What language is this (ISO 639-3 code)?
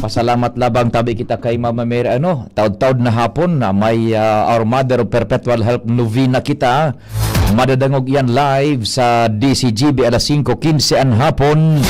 bik